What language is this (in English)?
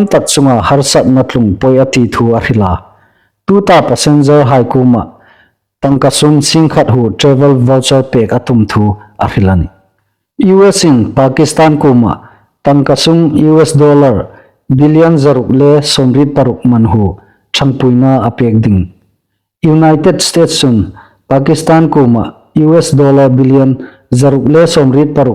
Hmar